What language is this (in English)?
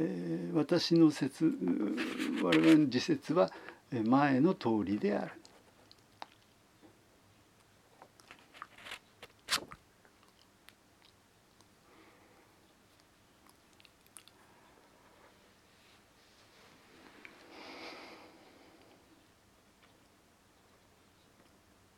Japanese